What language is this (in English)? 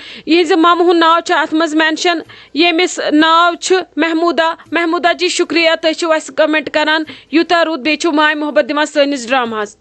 Kashmiri